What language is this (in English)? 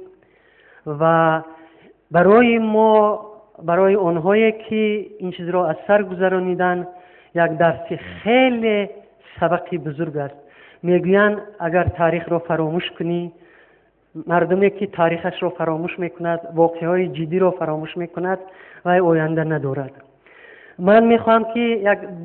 Tajik